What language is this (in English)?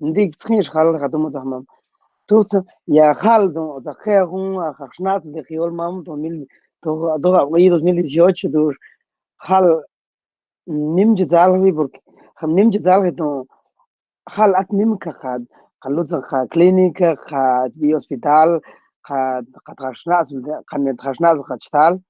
Mam